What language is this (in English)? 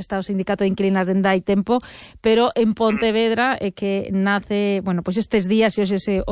Galician